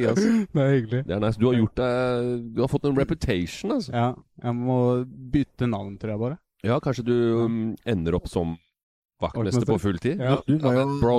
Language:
Norwegian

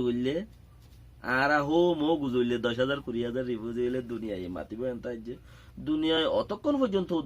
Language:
Rohingya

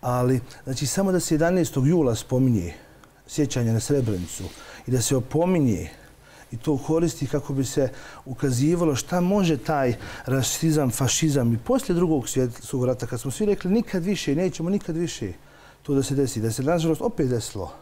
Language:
Bosnian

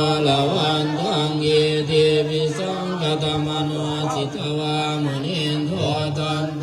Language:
Pali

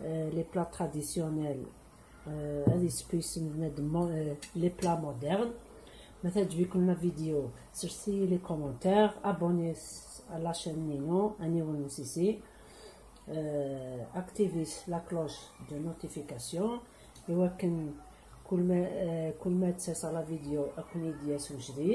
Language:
Kabyle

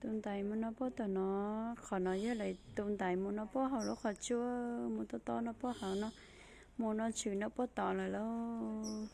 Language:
Hmong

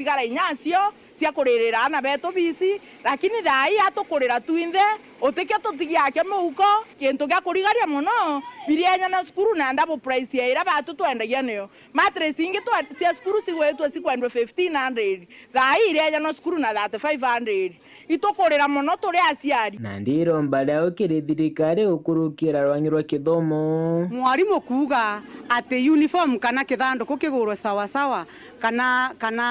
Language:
Meru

